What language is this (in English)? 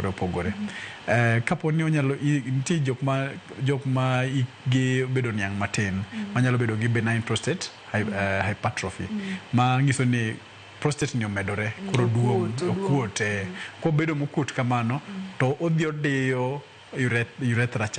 Luo (Kenya and Tanzania)